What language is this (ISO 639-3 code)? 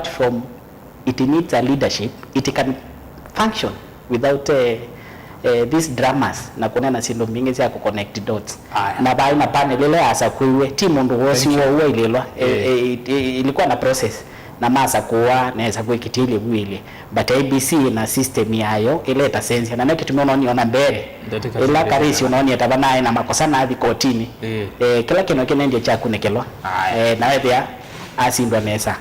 kam